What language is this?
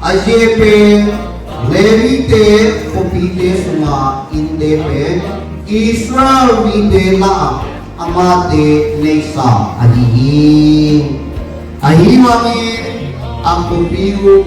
Tedim Chin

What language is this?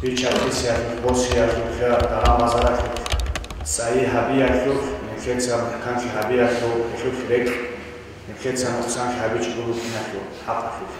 Avaric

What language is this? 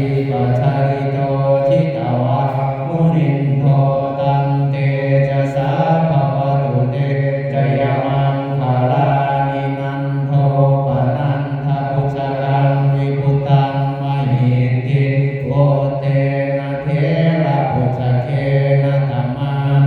Pali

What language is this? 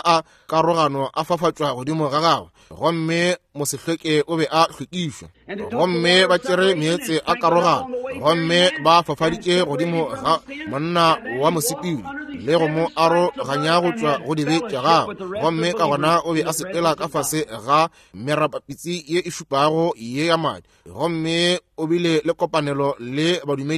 Northern Sotho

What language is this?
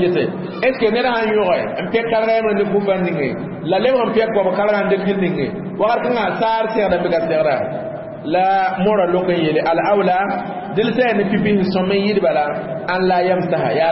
Mossi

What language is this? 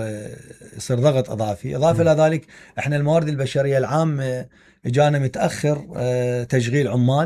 Mesopotamian Arabic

